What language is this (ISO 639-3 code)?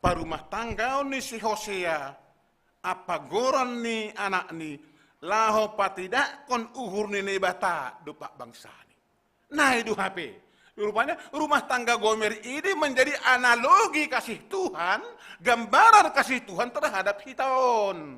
bts